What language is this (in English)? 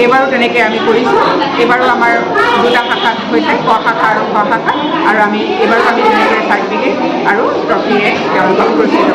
Assamese